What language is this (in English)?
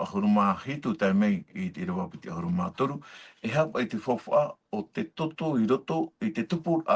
Tahitian